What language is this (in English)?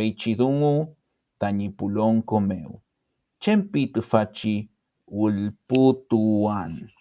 Mapuche